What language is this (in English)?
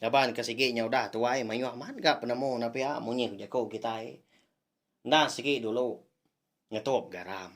Iban